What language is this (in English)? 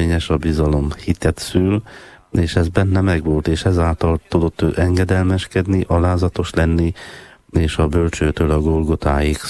Hungarian